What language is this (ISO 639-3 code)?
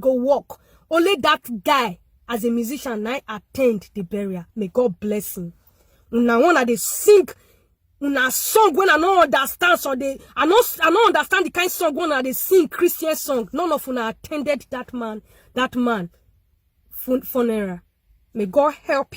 pcm